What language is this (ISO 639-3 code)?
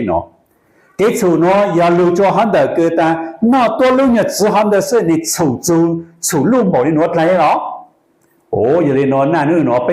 hmn